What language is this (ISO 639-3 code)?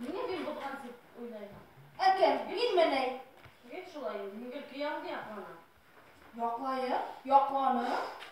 bak